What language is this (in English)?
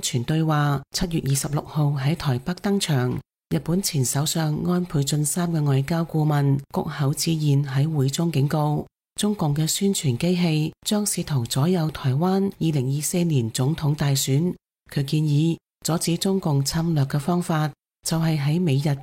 Cantonese